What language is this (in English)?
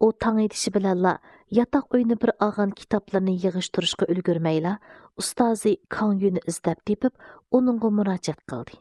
Uyghur